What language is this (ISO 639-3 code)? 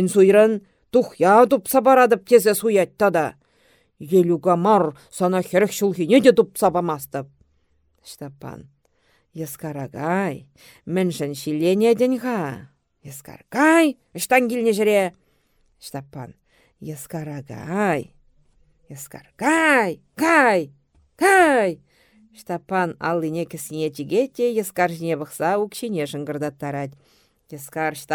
chv